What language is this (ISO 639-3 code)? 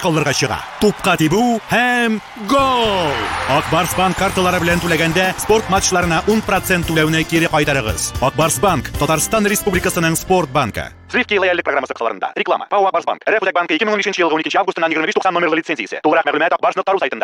tat